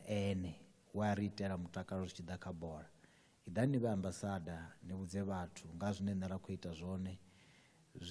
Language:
Venda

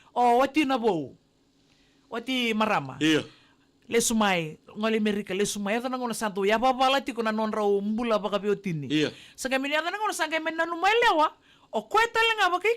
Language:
Fijian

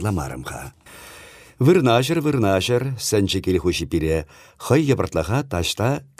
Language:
Chuvash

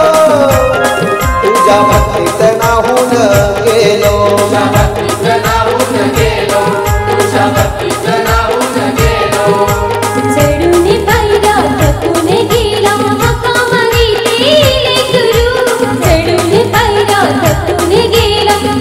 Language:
Marathi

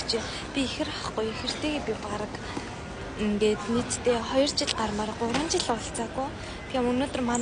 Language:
Mongolian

